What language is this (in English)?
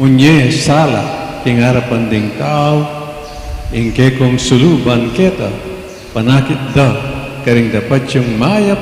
Pampanga